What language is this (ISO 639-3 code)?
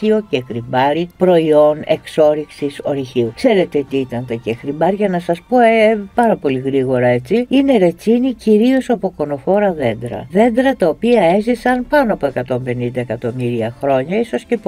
ell